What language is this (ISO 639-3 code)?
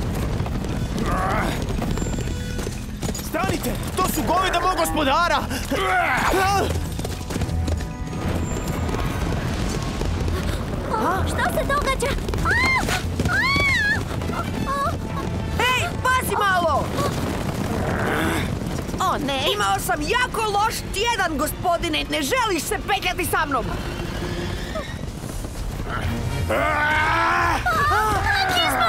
hrv